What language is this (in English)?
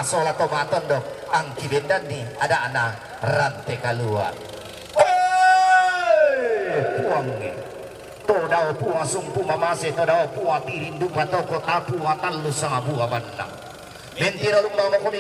Toraja-Sa'dan